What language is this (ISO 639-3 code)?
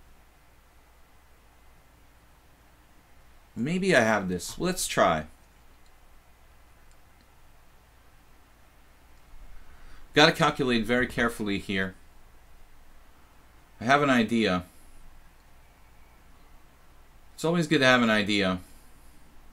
eng